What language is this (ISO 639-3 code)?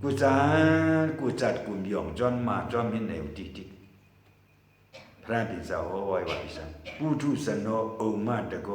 shn